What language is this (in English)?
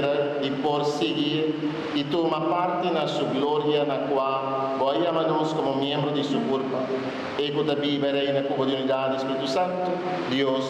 Papiamento